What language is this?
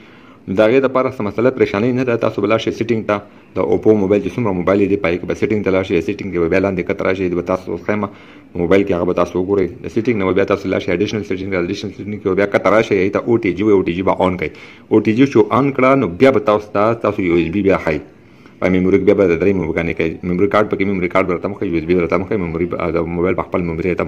Pashto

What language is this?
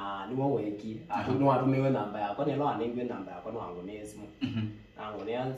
Kamba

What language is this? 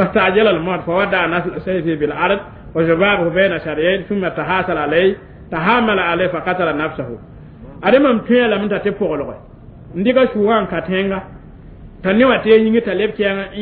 Mossi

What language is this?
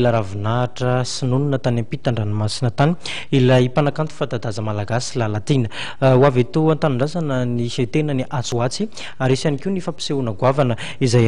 Malagasy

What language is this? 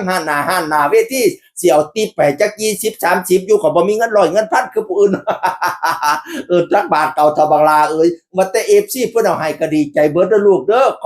Northeastern Thai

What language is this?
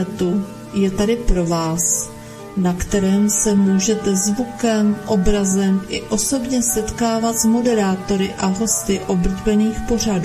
Czech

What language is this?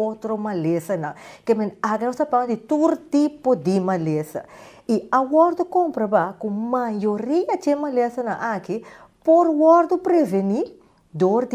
Papiamento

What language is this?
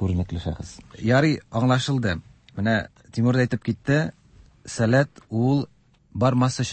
Tatar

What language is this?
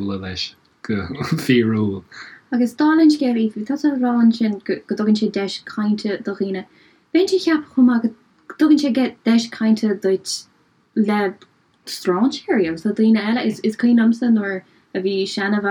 Irish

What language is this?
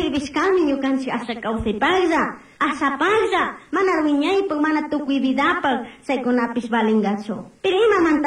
Chimborazo Highland Quichua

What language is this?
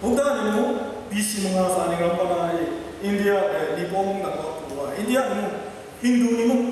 Kachin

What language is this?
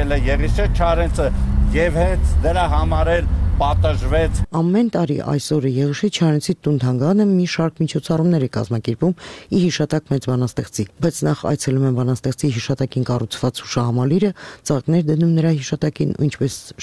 Armenian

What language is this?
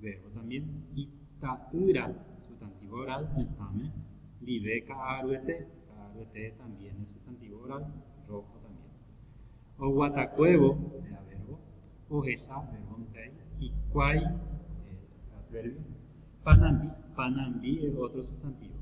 Guarani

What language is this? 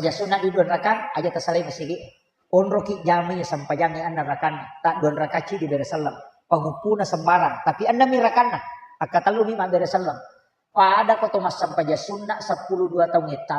Buginese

